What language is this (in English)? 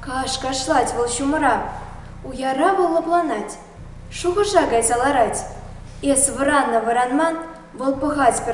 Chuvash